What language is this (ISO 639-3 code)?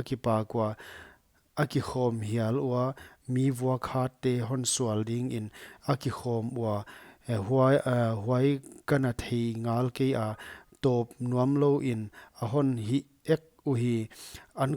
pck